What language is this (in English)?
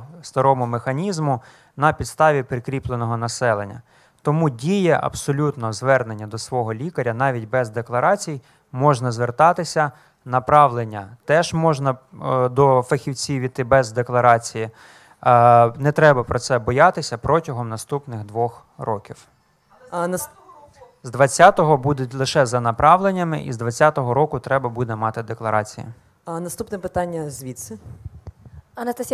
Ukrainian